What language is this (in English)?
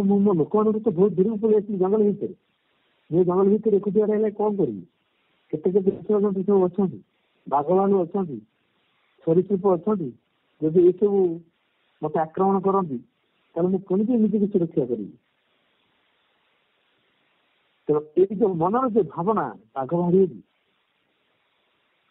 Odia